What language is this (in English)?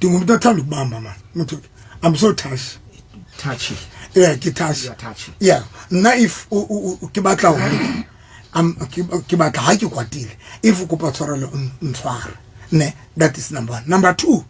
Southern Sotho